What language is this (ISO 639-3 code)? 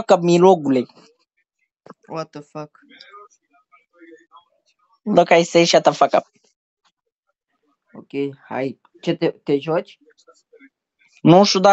ron